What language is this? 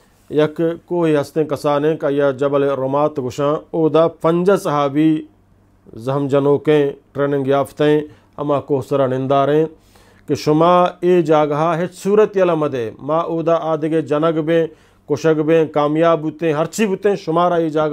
Eastern Balochi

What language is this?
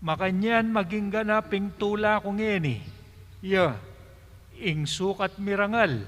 Pampanga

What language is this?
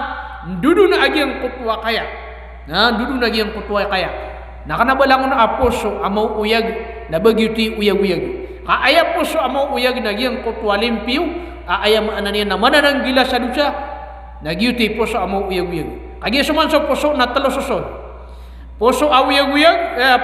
Maranao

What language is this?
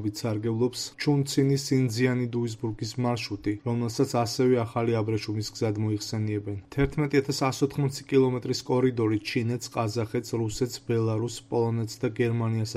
Georgian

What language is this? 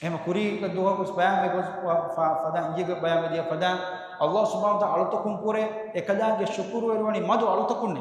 Divehi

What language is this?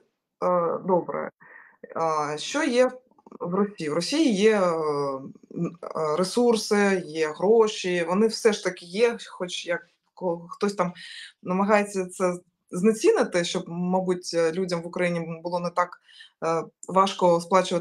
Ukrainian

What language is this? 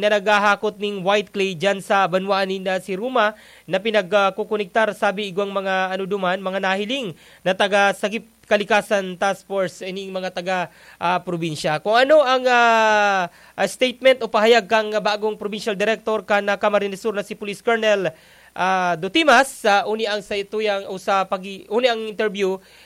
Bikol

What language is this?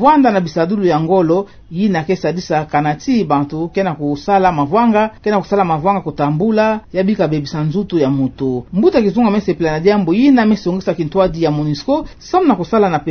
Kituba (Democratic Republic of Congo)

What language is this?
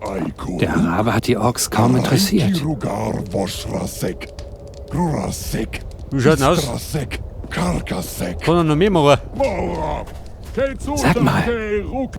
Bavarian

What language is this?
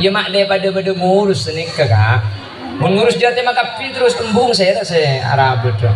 Madurese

